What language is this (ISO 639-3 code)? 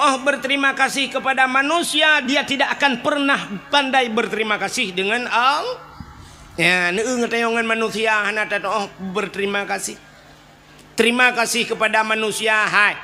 ace